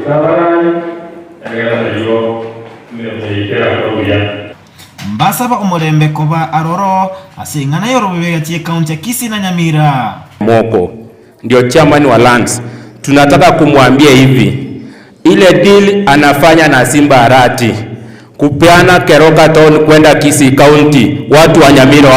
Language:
Gusii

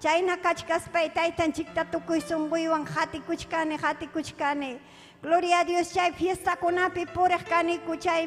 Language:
Ayacucho Quechua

